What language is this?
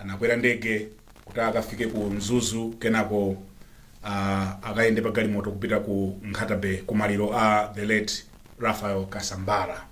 Nyanja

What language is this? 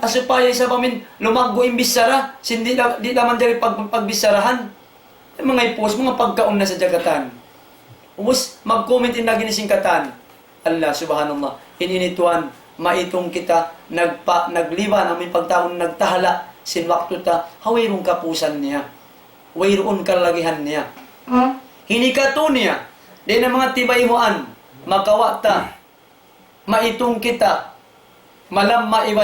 Tausug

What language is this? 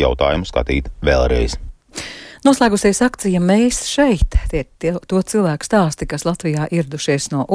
Latvian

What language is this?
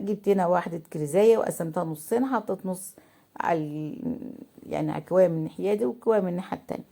Egyptian Arabic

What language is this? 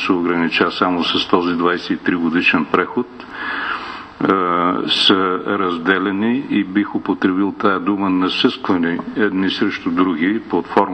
Bulgarian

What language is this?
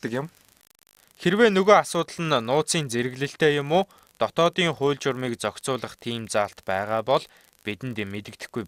Mongolian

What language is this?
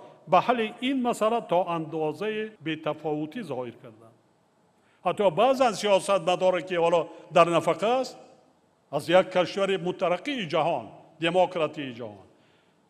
Tajik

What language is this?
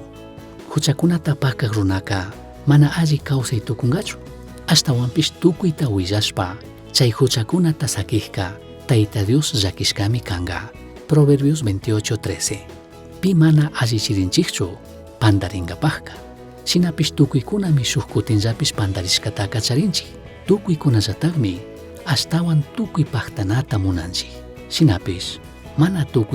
Chimborazo Highland Quichua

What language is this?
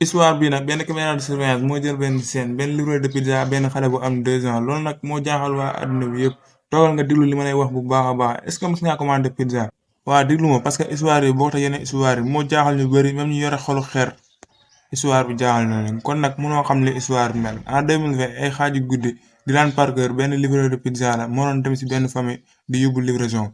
Wolof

